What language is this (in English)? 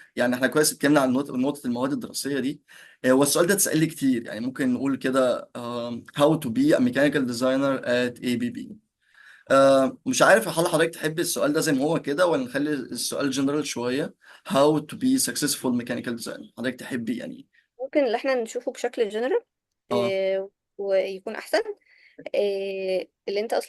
Egyptian Arabic